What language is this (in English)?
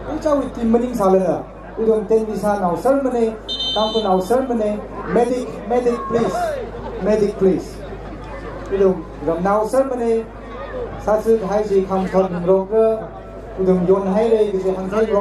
Tangkhul Naga (India)